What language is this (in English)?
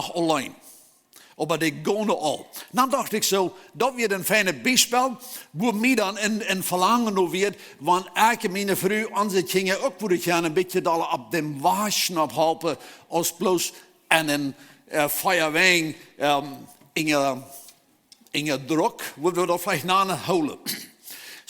Plautdietsch